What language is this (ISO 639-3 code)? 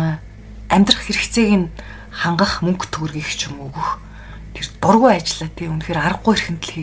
mon